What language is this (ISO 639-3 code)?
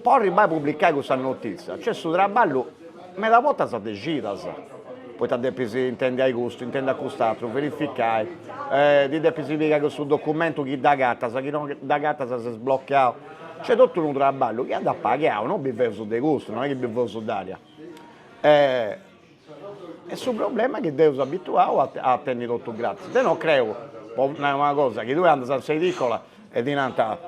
srd